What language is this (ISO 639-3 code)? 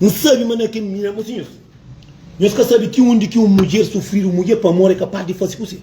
kea